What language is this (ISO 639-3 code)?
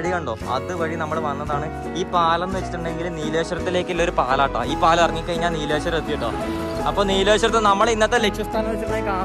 mal